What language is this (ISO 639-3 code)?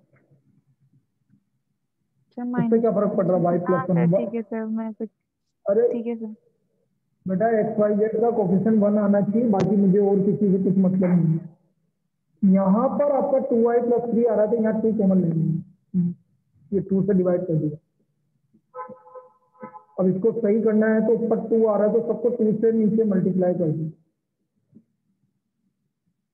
hin